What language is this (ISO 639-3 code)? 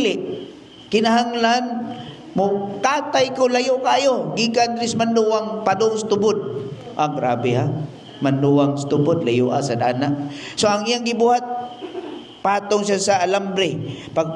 ceb